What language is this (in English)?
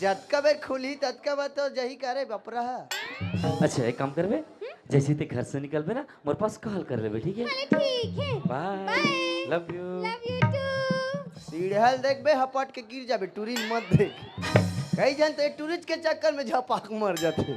Chhattisgarhi